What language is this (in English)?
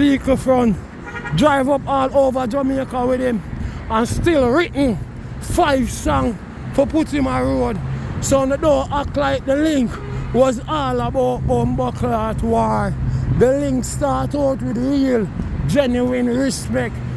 Jamaican Creole English